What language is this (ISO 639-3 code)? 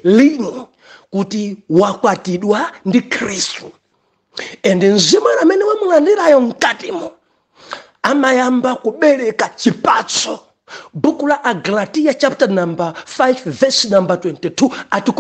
nya